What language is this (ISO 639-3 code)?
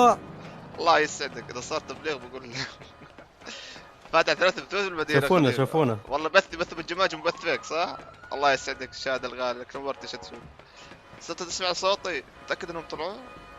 apc